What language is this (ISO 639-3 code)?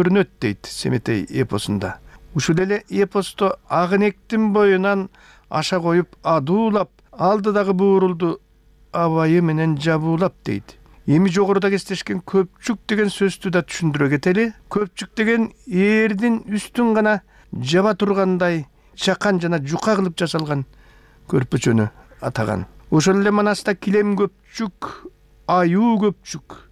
kir